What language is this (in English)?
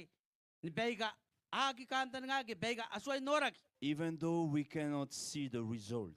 Gilbertese